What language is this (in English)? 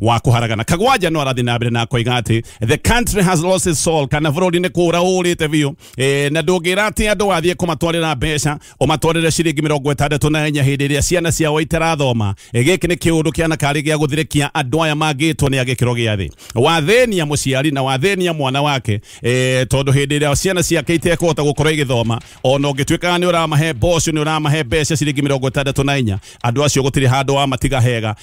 Kikuyu